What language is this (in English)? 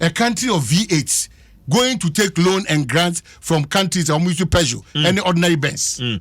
Akan